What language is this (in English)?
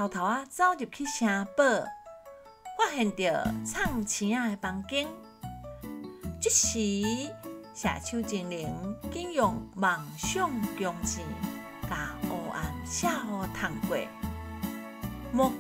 Min Nan Chinese